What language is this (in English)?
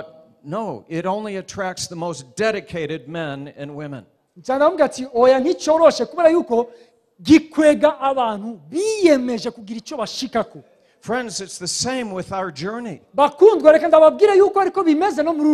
Rundi